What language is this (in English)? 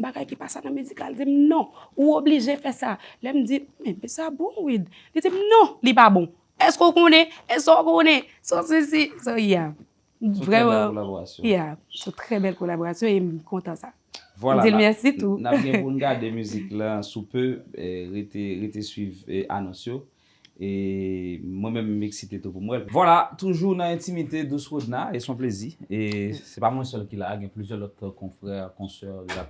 Haitian Creole